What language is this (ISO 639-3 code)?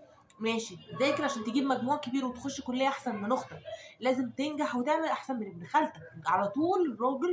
arz